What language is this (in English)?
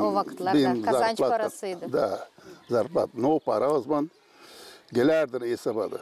Gagauz